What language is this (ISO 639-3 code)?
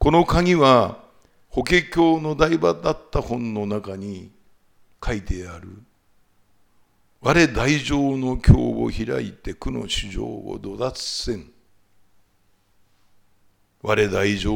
jpn